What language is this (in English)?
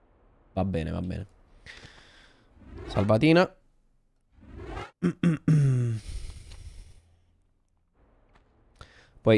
Italian